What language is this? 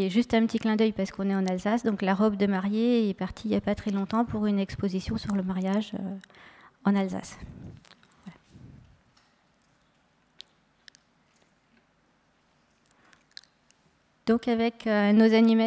French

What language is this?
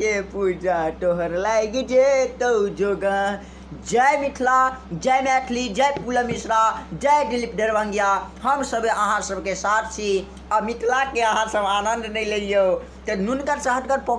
Maithili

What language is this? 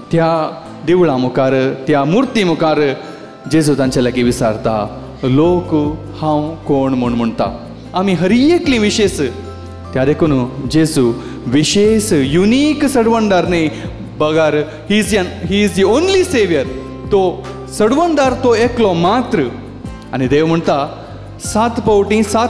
Konkani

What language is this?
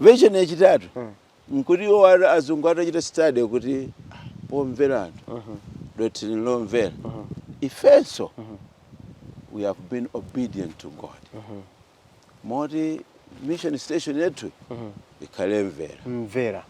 Nyanja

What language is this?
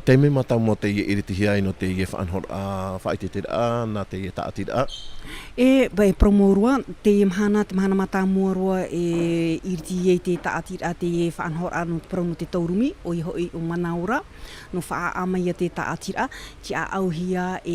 Tahitian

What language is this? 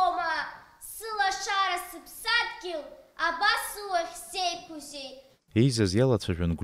Abkhazian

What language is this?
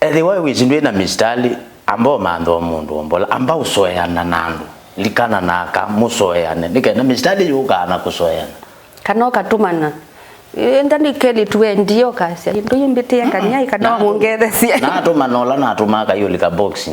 Kamba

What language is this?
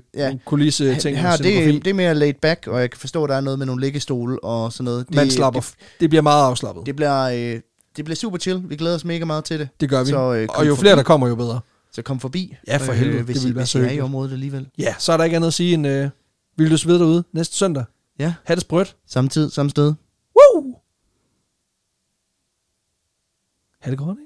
Danish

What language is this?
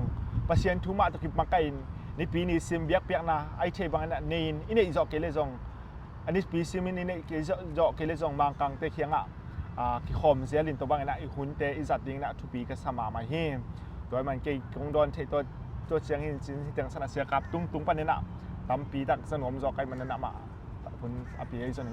Tedim Chin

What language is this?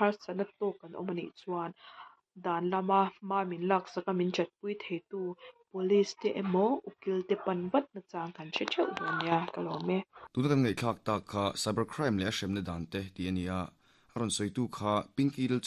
Mizo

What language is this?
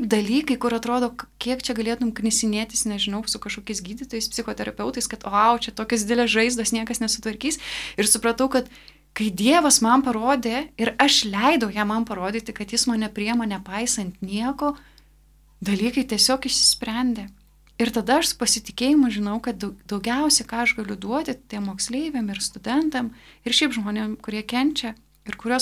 Lithuanian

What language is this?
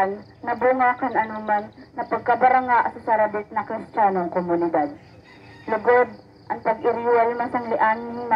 Bikol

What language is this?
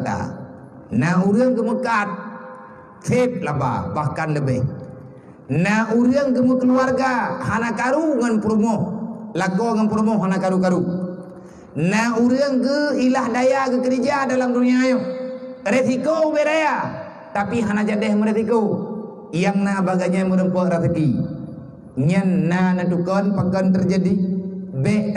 Achinese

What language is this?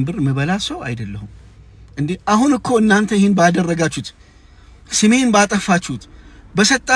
Amharic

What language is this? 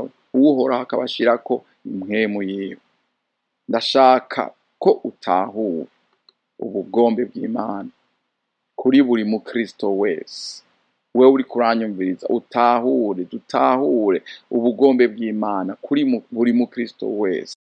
Rundi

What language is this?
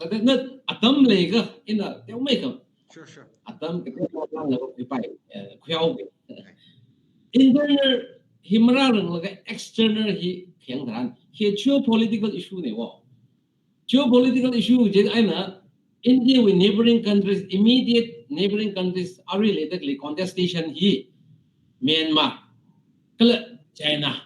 Tangkhul Naga (India)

